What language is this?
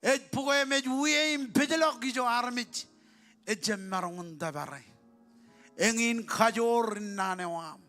Marshallese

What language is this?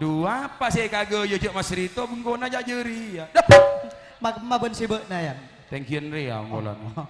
Madurese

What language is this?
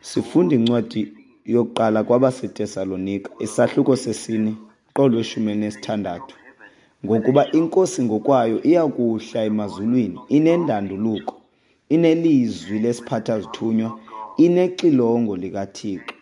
Xhosa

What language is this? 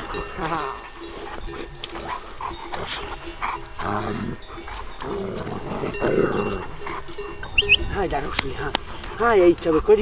Romanian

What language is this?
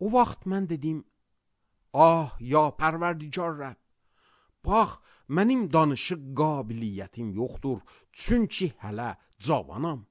Azerbaijani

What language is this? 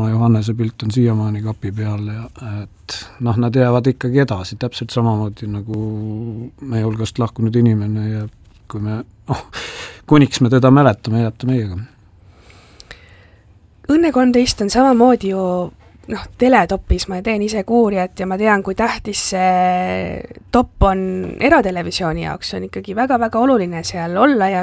Estonian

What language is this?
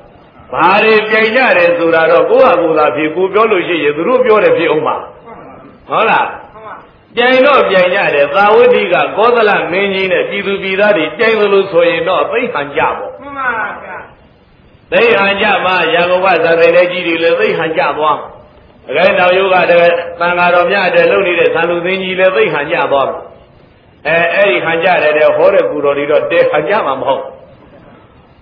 Burmese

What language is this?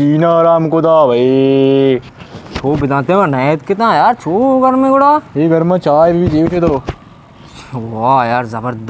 Baluchi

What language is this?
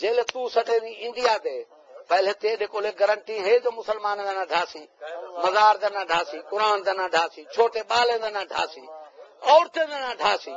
Saraiki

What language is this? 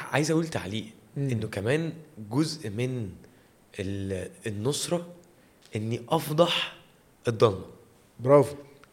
Egyptian Arabic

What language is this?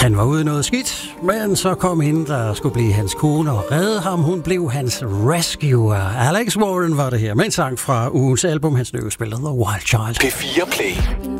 Danish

